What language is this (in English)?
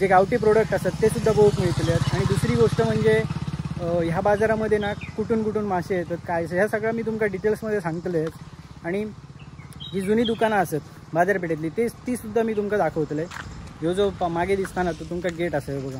Konkani